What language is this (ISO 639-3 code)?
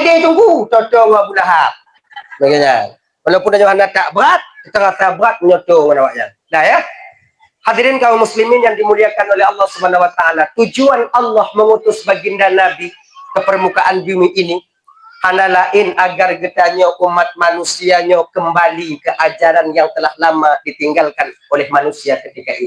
ace